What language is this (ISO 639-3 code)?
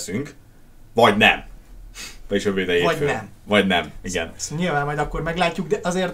hun